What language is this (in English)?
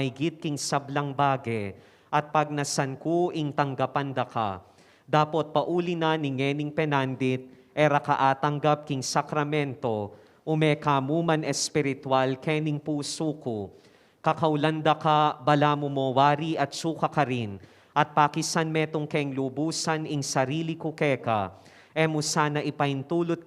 Pampanga